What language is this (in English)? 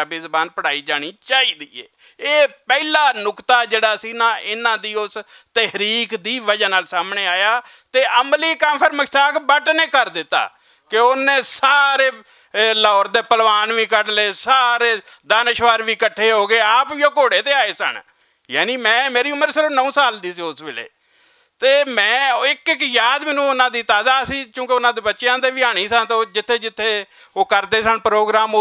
Western Panjabi